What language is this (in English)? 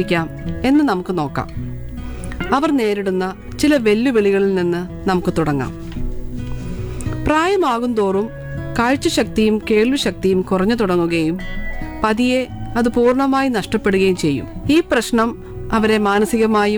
Malayalam